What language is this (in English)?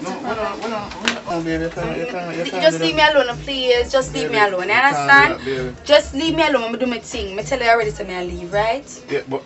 Jamaican Creole English